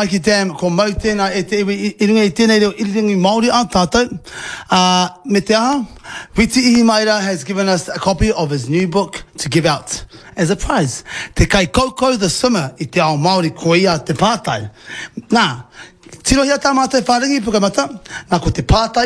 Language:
Māori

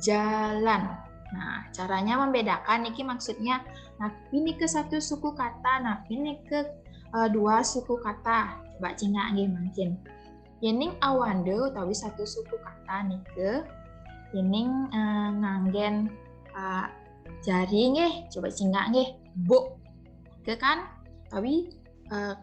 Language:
Balinese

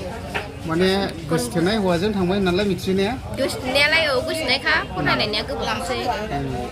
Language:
Bodo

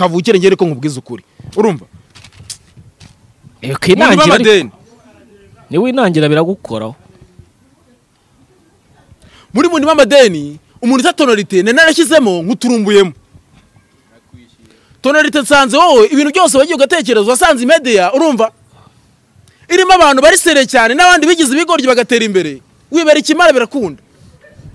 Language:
Kinyarwanda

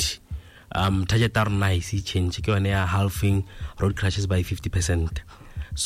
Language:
Tswana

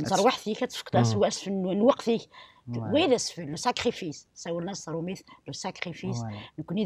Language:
Kabyle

